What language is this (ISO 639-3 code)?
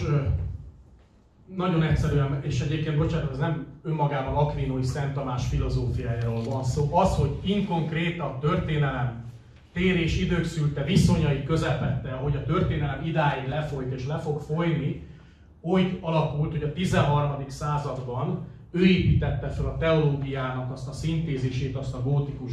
hun